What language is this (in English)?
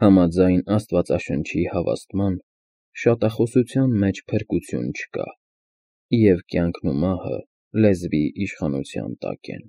Armenian